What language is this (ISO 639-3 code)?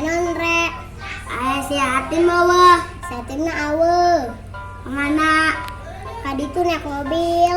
sun